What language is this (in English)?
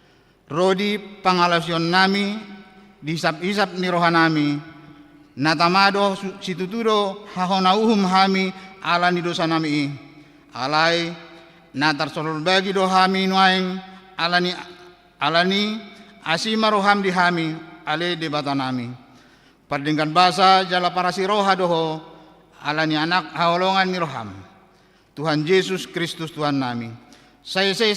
Batak Toba